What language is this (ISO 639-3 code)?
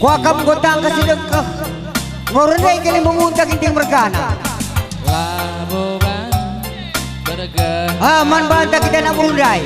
btx